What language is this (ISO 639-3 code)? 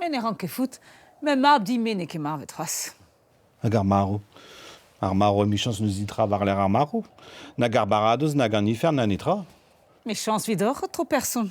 bre